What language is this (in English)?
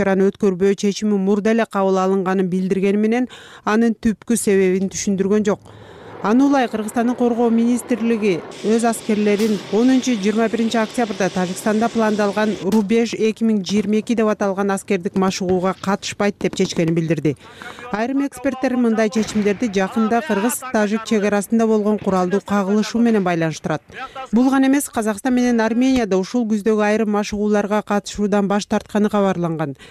Kyrgyz